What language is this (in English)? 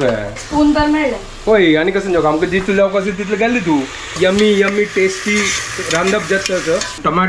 Konkani